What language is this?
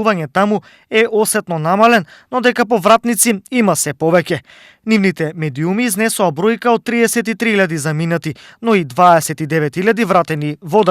Macedonian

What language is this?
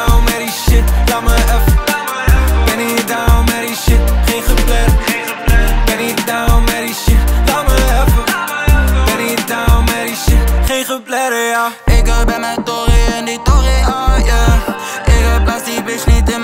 Dutch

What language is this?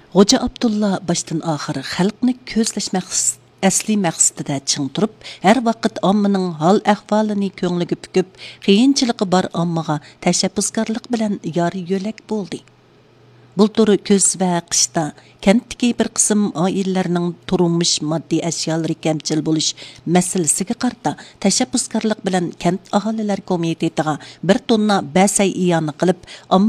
Uyghur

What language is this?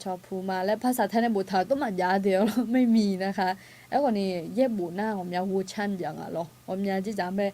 Akha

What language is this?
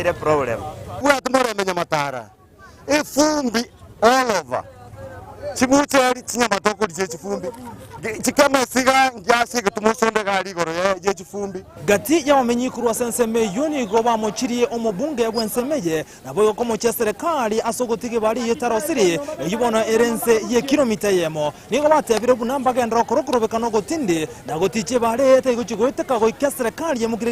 Gusii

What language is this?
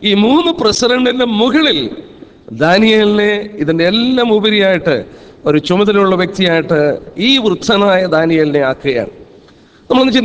Malayalam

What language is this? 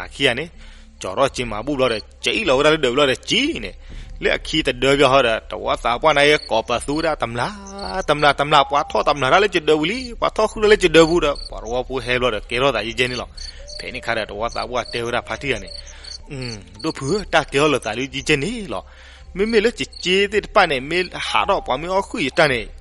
S'gaw Karen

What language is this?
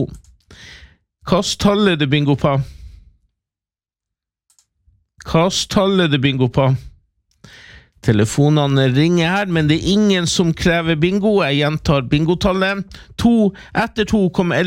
Norwegian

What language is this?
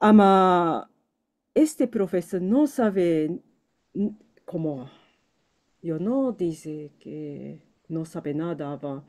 Ladino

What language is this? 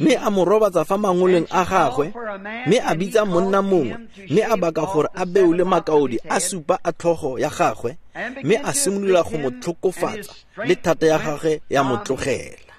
Tswana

